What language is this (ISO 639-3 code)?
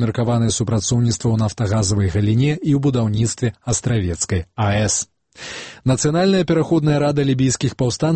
bel